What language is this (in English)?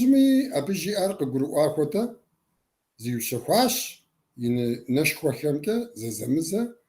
Kabardian